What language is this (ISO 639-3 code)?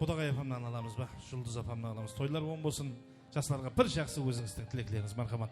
kaa